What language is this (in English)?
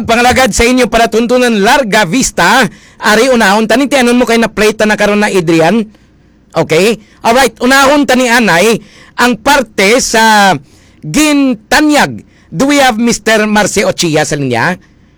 Hiligaynon